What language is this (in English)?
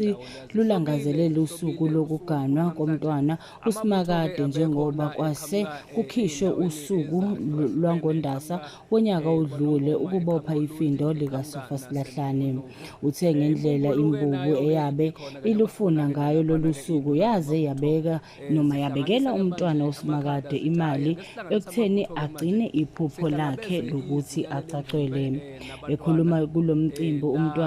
Zulu